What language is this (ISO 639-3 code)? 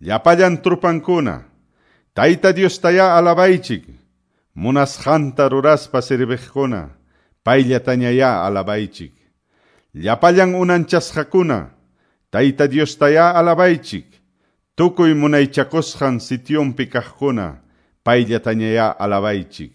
quy